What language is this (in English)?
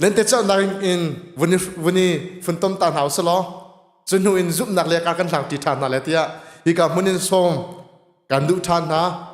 Hakha Chin